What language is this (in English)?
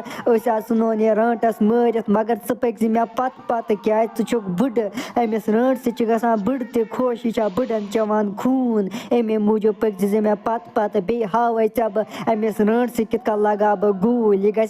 Kashmiri